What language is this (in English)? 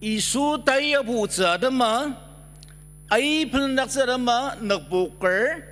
Ao Naga